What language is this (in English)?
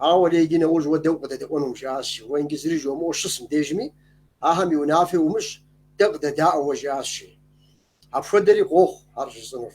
Kabardian